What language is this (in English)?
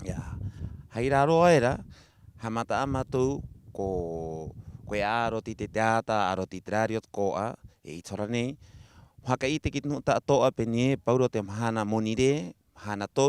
Rapanui